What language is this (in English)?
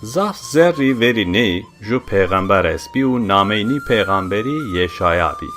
Zaza